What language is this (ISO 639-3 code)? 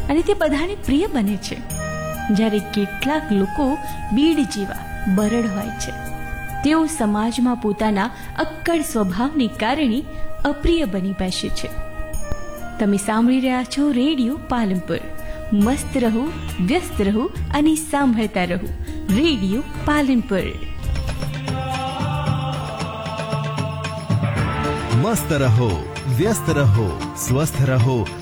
guj